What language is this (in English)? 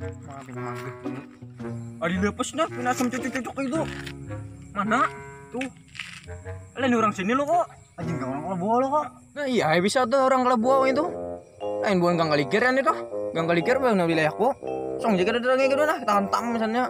Banjar